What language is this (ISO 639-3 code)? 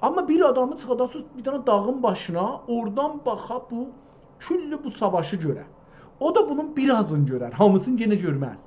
azb